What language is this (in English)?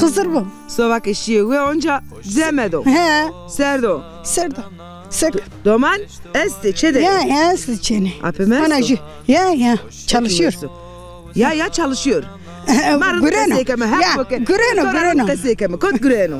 Zaza